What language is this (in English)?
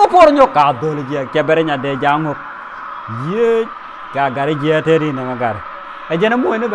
Nuer